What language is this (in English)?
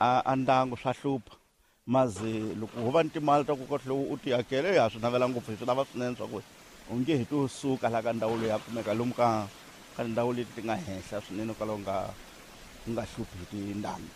Tsonga